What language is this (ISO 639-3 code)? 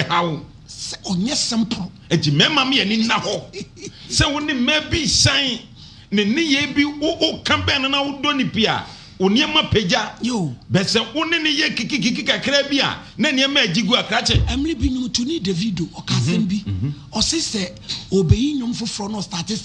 aka